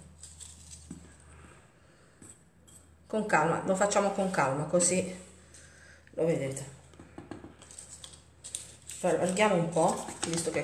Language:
Italian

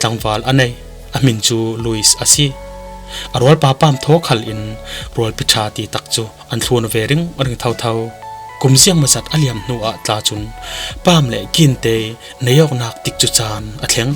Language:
Falam Chin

